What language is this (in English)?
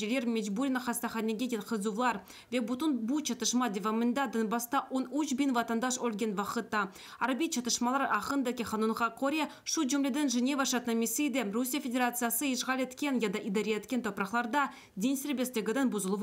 Crimean Tatar